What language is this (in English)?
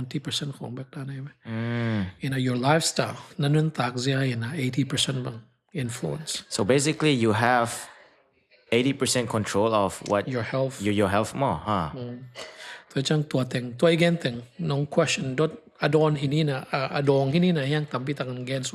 Tedim Chin